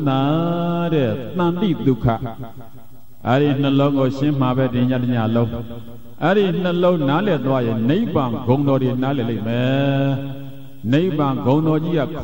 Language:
Burmese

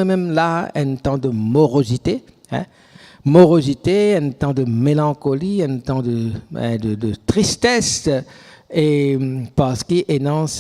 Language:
Morisyen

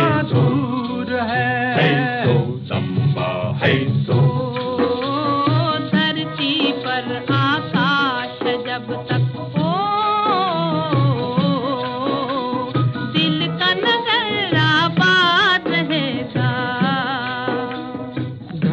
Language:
Hindi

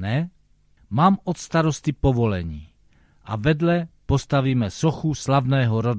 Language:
Czech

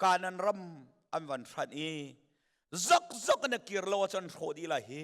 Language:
Hakha Chin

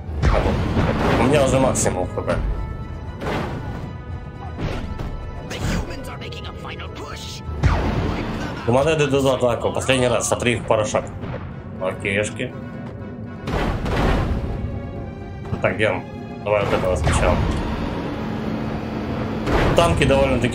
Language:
Russian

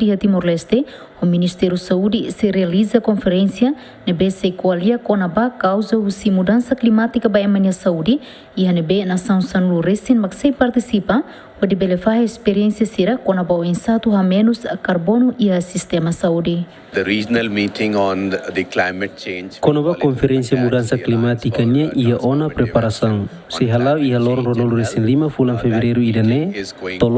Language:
Tetum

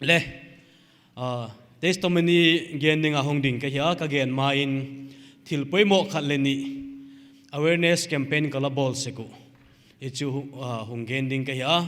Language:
Paite Chin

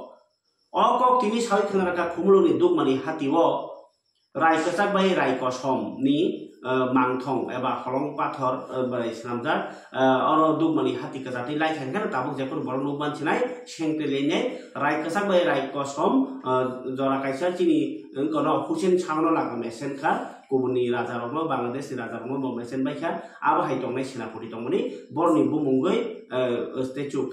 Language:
Kok Borok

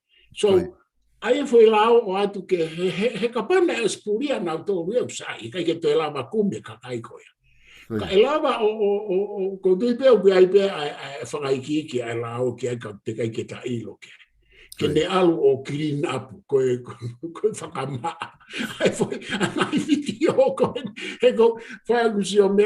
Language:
Tongan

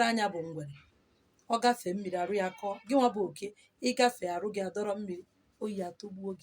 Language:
Igbo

